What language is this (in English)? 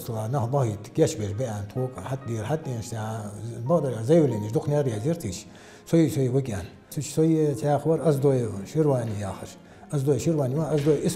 Ingush